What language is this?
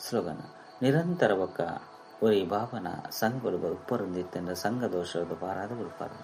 Tulu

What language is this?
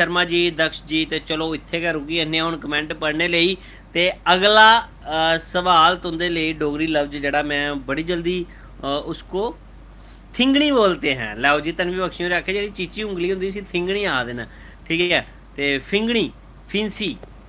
Dogri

